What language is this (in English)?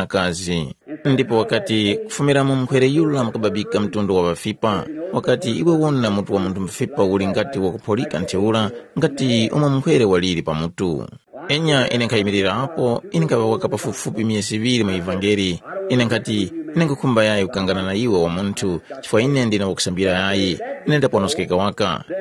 Tumbuka